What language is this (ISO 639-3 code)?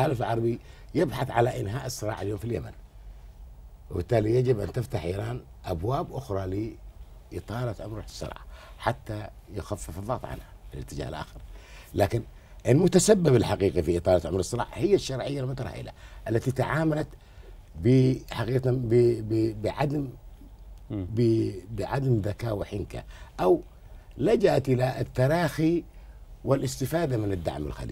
ara